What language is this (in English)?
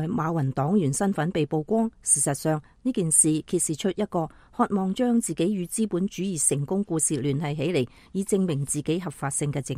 Cantonese